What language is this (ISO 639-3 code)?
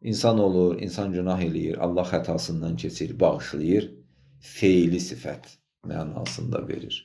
aze